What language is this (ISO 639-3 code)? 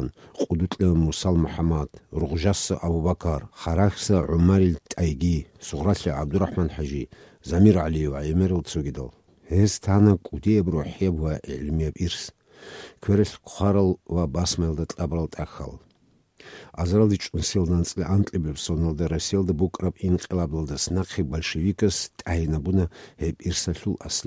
ava